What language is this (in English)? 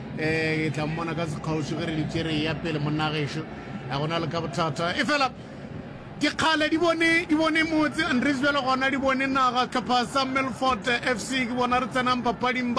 Northern Sotho